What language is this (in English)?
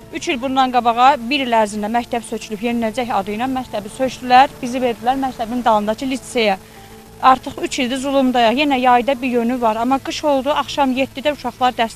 Azerbaijani